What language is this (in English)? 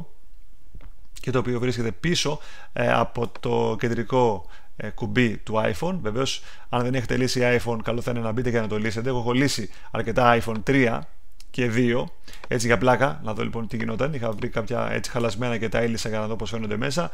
Greek